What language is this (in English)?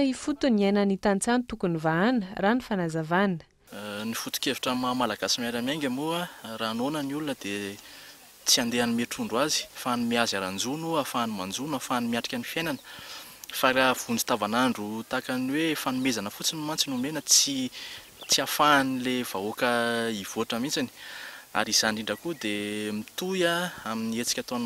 Malagasy